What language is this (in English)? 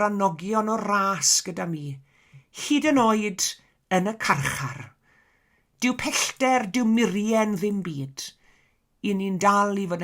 Welsh